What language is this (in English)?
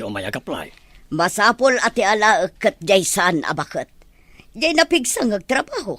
Iloko